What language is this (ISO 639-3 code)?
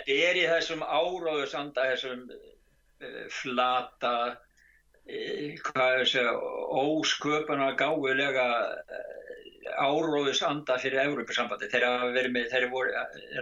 isl